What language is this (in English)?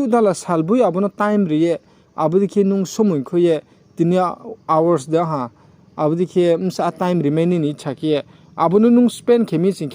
Riang (India)